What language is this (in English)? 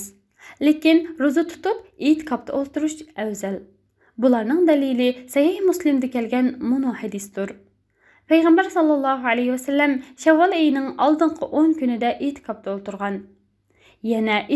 Uyghur